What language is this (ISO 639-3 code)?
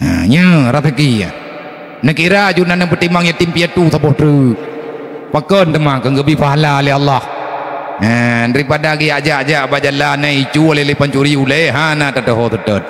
ace